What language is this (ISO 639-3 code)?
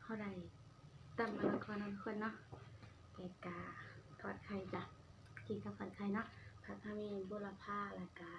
tts